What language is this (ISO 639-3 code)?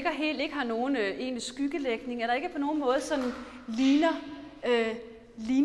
dan